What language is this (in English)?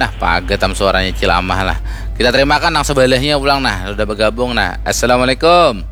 Banjar